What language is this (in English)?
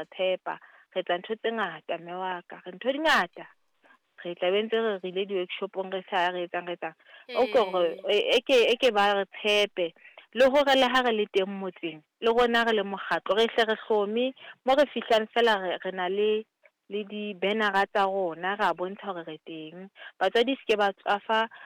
Southern Sotho